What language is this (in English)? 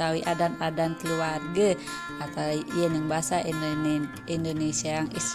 Balinese